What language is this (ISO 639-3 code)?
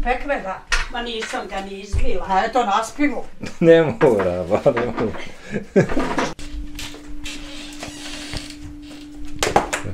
bos